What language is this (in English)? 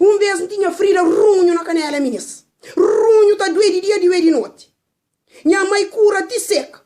Kabuverdianu